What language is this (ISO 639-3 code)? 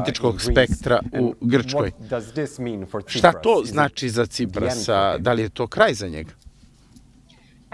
srp